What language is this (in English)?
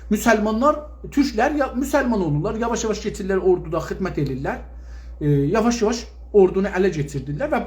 South Azerbaijani